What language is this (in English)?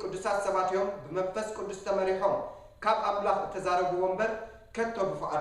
Tigrinya